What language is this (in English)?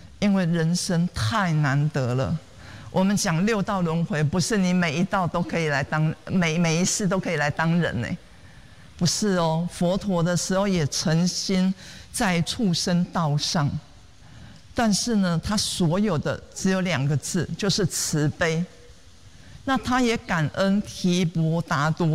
Chinese